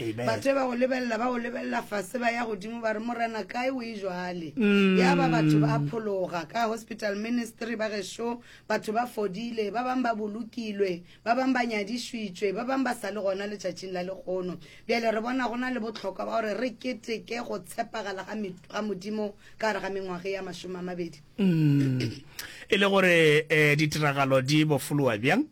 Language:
Northern Sotho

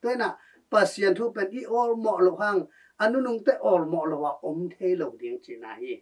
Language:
Tedim Chin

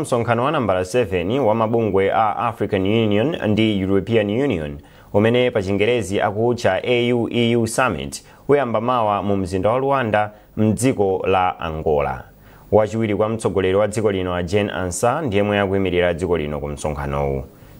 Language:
Nyanja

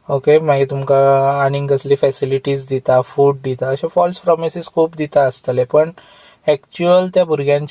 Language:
Konkani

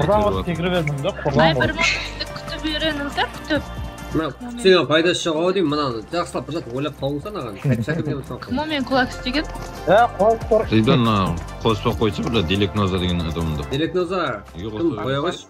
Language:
Kara-Kalpak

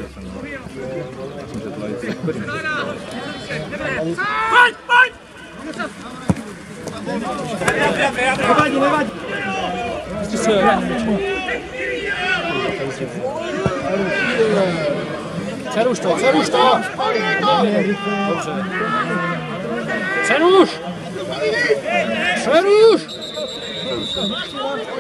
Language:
Czech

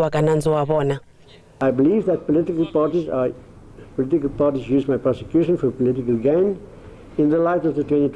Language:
Tsonga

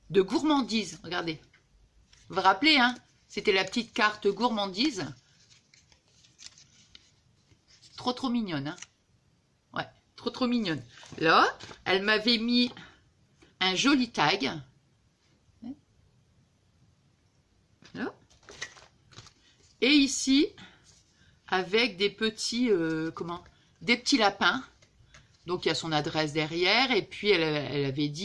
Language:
French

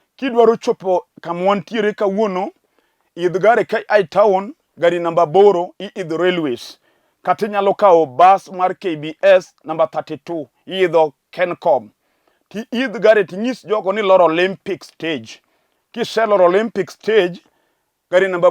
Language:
Luo (Kenya and Tanzania)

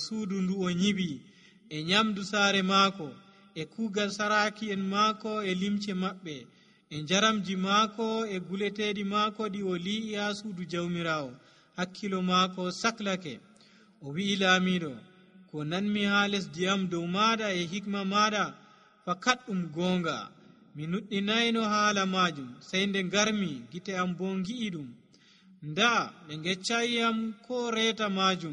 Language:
Nigerian Fulfulde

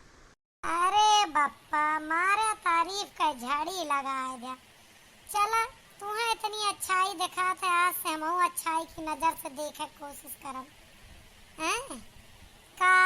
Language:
Awadhi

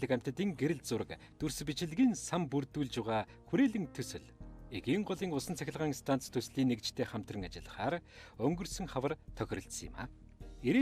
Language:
Mongolian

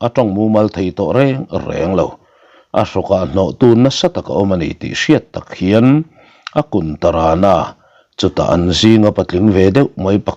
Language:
Mizo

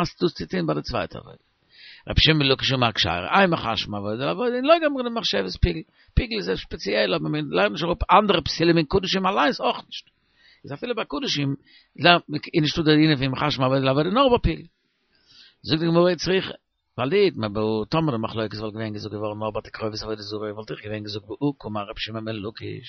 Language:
Yiddish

